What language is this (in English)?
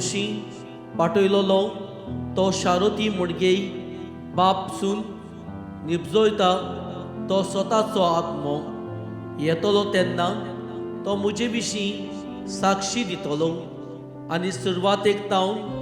Konkani